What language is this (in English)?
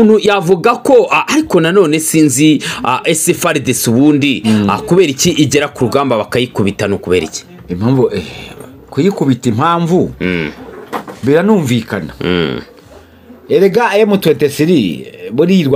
Kinyarwanda